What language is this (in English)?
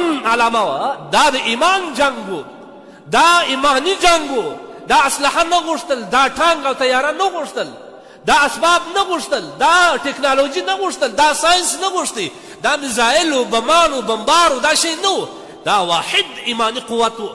Pashto